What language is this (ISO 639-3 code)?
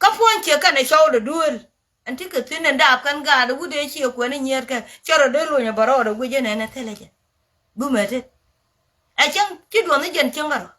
nus